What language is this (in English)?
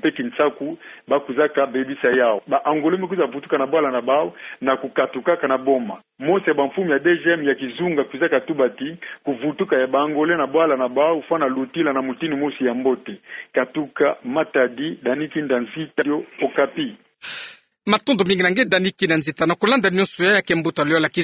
Kituba (Democratic Republic of Congo)